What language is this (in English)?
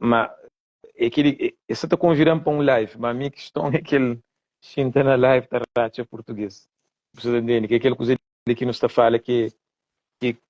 Kabuverdianu